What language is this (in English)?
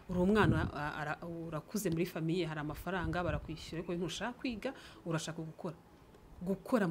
Kinyarwanda